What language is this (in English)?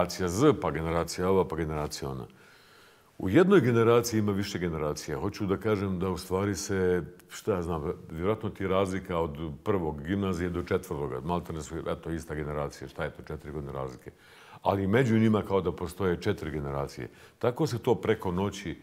Bosnian